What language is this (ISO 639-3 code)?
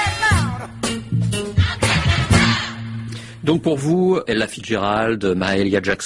fra